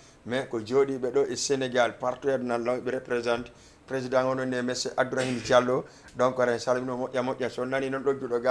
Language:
Fula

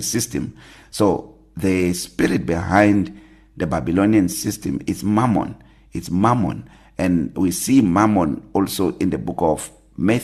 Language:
English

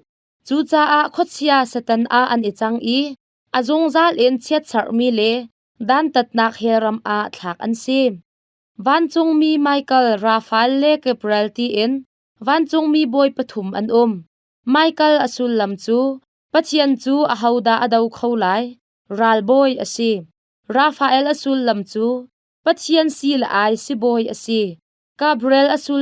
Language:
Hakha Chin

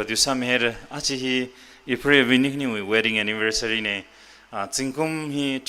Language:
Tangkhul Naga (India)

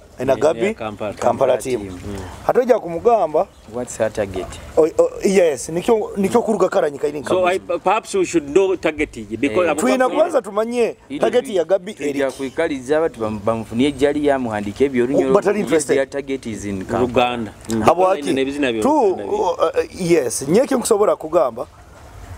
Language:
Nyoro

